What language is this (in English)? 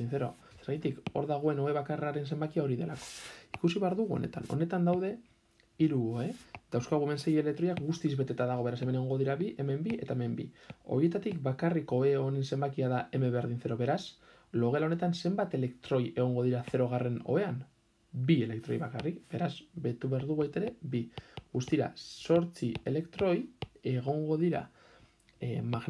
Basque